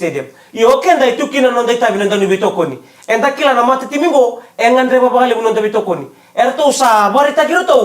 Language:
Fijian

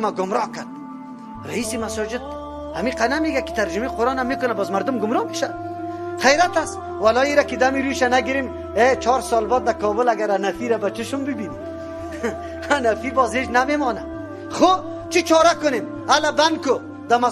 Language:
Persian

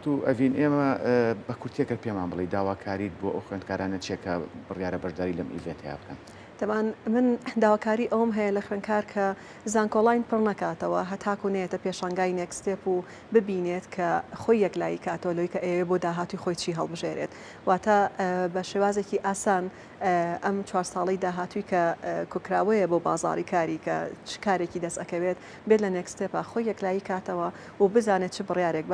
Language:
Central Kurdish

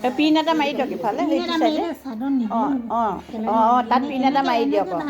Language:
Assamese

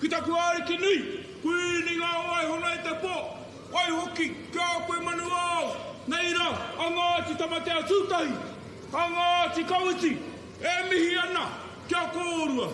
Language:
Māori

